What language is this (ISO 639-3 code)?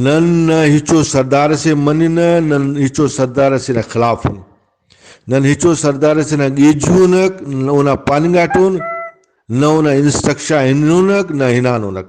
brh